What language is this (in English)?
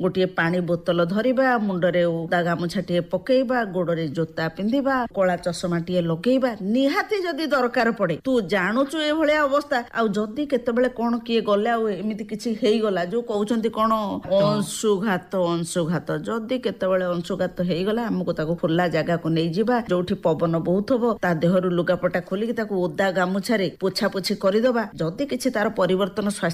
Odia